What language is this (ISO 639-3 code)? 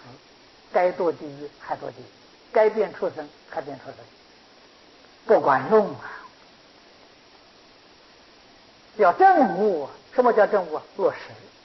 zho